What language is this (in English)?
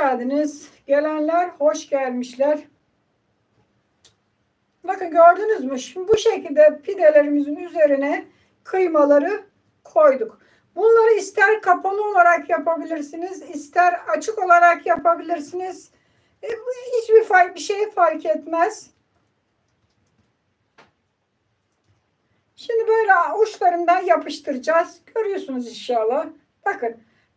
Turkish